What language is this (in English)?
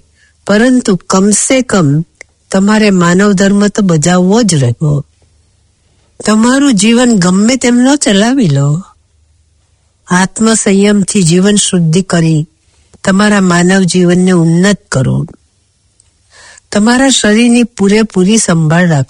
Gujarati